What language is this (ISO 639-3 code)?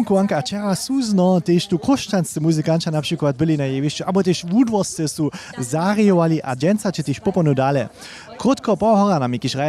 hsb